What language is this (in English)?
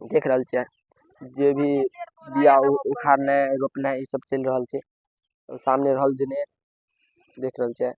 Maithili